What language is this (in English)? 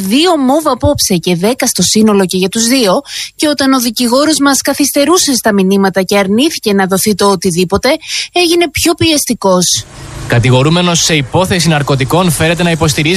Greek